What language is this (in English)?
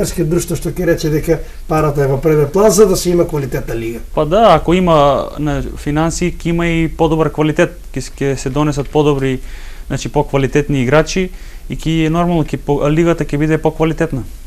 Macedonian